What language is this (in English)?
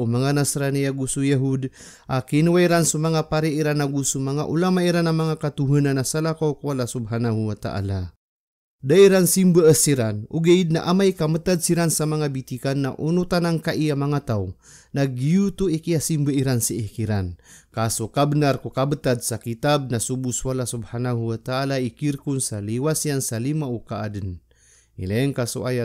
Maranao